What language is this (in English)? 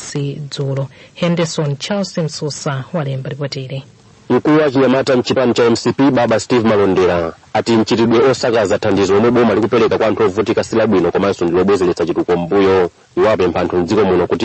Nyanja